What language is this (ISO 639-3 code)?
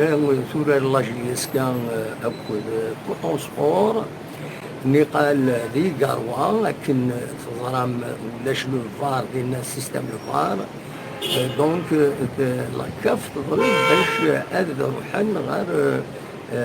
kab